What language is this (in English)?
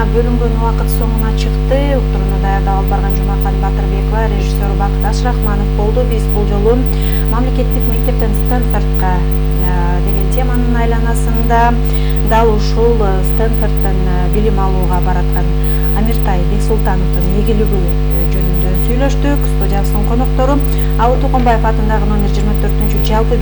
Kyrgyz